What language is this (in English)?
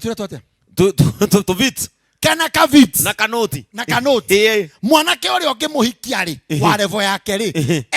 Kikuyu